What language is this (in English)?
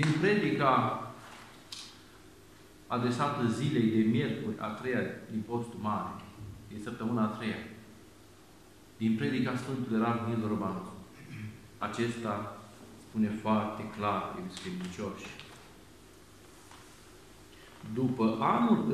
Romanian